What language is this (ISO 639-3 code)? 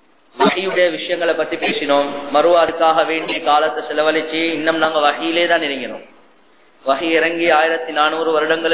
tam